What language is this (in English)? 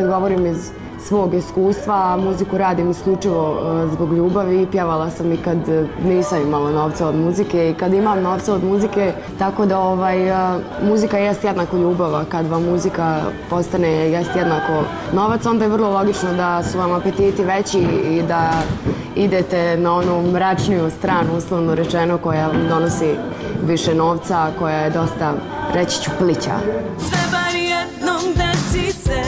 Serbian